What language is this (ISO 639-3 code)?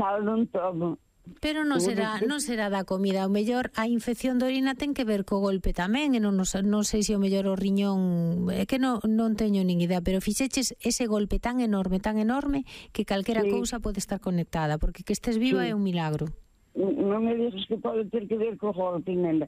glg